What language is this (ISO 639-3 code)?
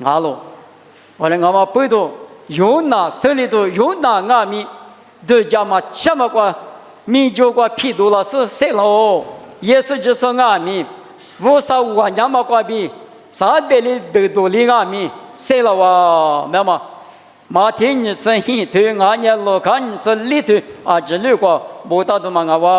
lis